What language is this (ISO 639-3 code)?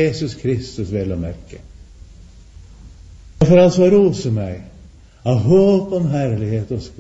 nor